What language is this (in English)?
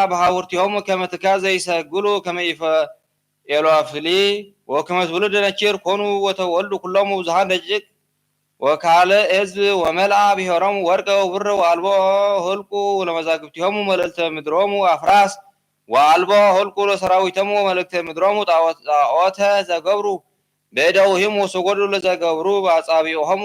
Geez